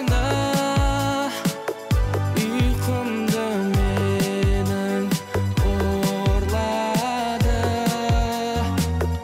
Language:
Kazakh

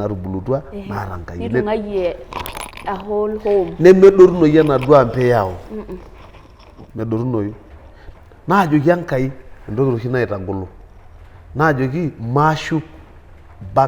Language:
Masai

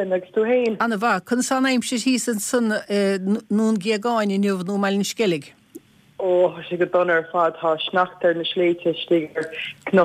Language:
Irish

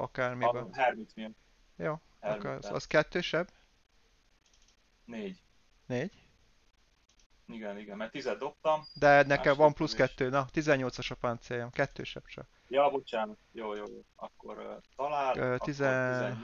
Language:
Hungarian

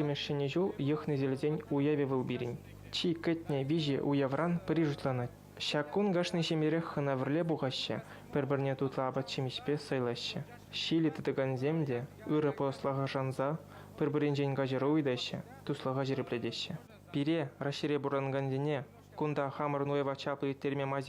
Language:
Chuvash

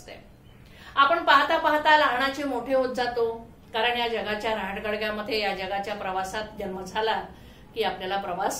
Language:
Marathi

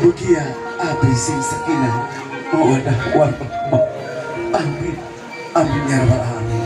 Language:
Sundanese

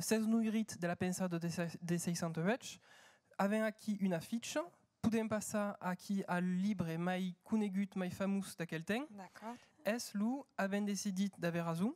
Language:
Occitan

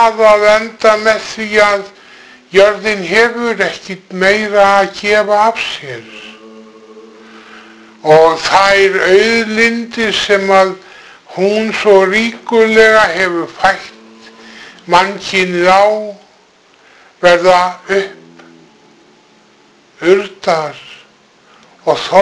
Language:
Icelandic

